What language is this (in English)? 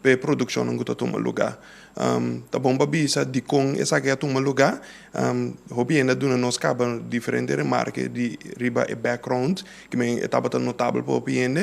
Papiamento